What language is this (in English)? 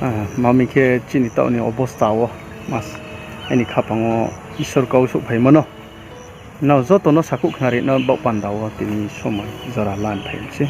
Riang (India)